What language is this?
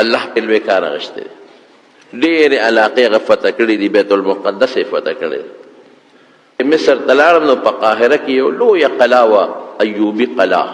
Pashto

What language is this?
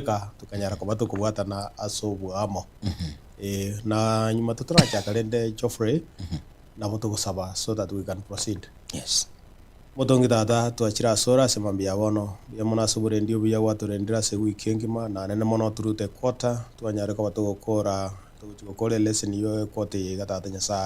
Gusii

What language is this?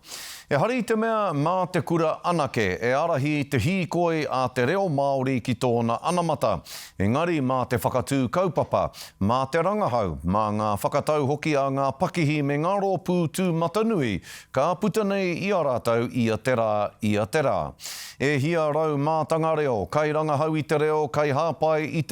Māori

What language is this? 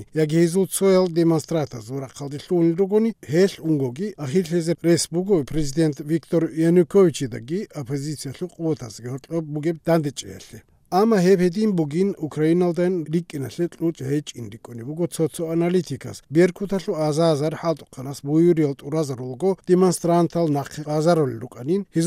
Avaric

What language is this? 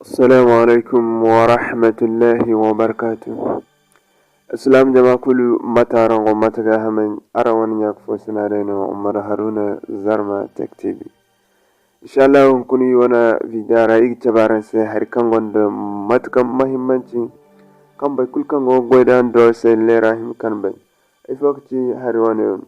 Zarma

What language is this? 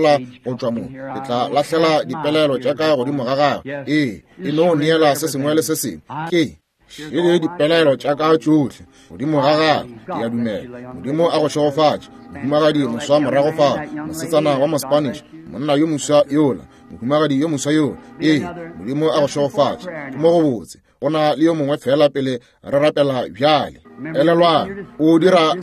Northern Sotho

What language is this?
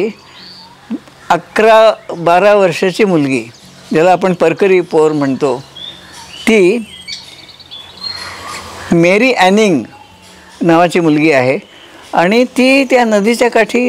Marathi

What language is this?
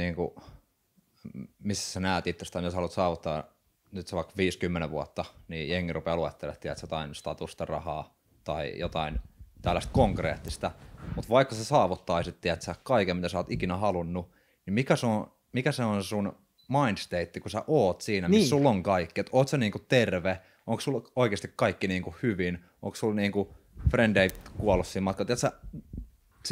Finnish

